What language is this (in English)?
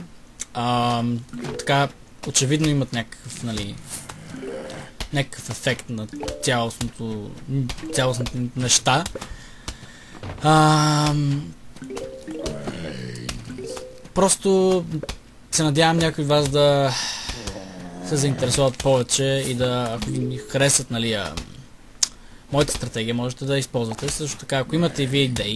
Bulgarian